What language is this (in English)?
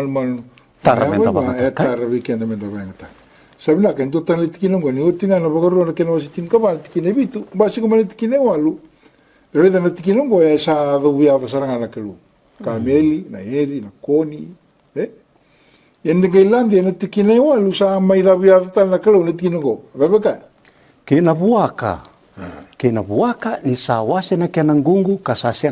Fijian